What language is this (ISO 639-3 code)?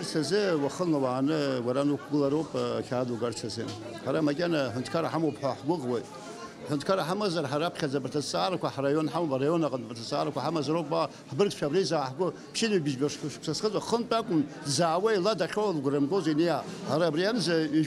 abk